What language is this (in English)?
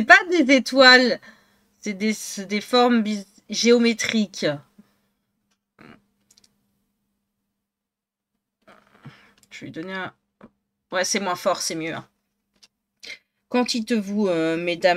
French